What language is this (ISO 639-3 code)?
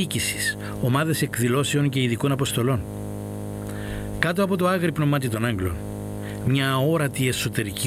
ell